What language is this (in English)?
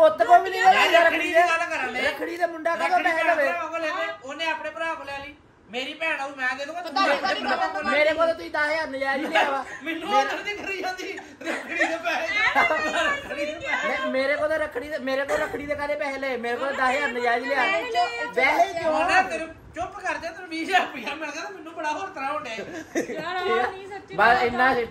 Punjabi